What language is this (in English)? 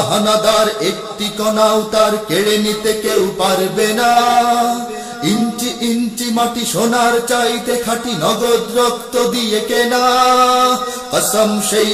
Bangla